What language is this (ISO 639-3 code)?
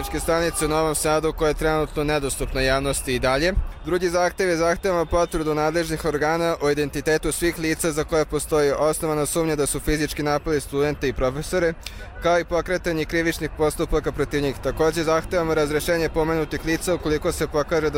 hrv